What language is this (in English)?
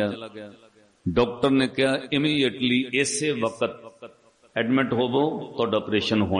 Punjabi